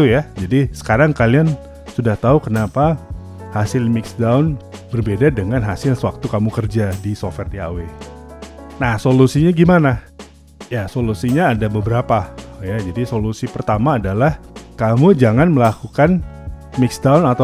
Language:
Indonesian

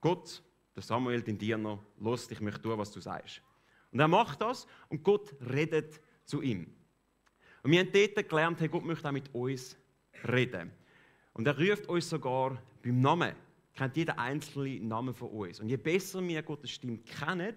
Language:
Swiss German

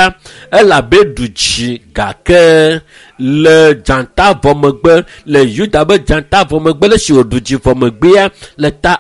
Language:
Ewe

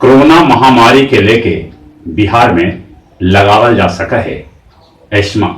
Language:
Magahi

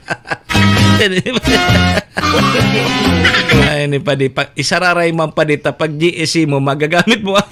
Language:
Bikol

